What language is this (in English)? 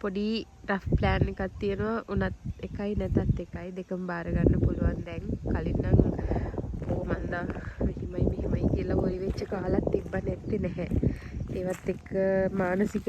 Sinhala